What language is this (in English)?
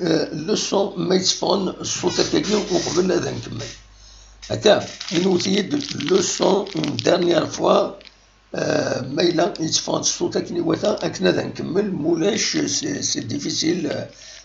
Kabyle